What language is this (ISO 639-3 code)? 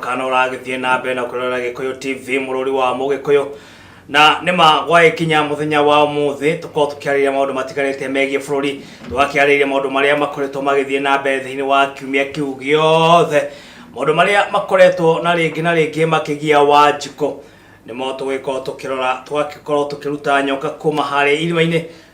kik